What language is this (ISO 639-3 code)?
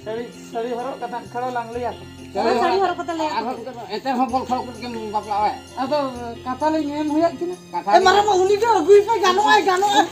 sat